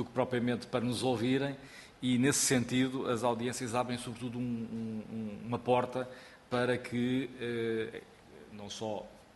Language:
Portuguese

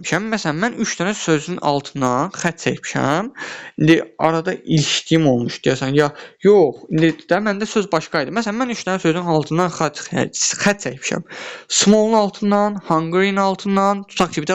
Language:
Azerbaijani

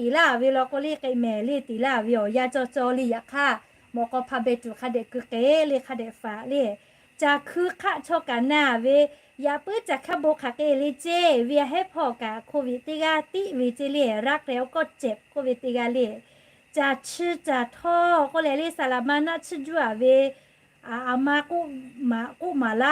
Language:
Lahu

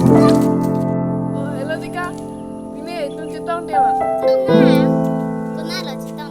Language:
Karbi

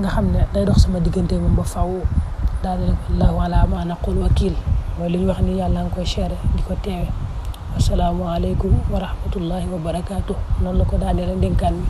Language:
Wolof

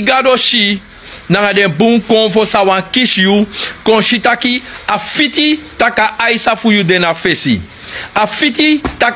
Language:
Sranan Tongo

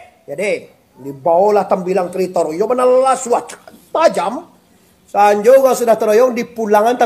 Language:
Minangkabau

